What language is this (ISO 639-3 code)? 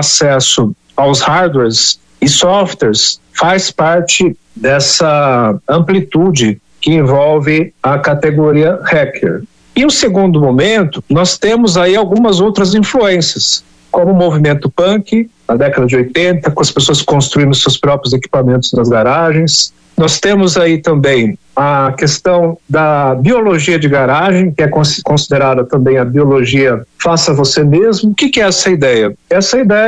por